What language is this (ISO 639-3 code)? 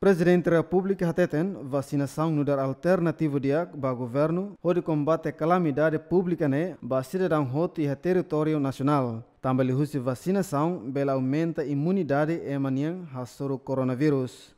tet